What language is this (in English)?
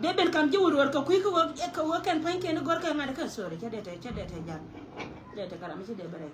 Nuer